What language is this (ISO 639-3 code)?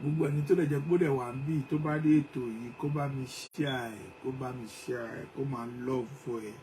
yor